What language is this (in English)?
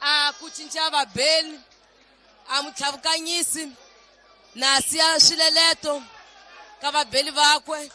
Tsonga